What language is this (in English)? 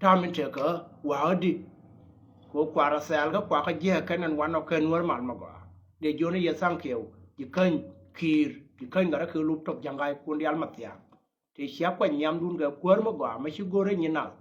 Nuer